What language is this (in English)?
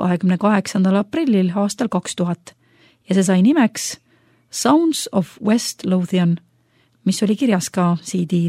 Estonian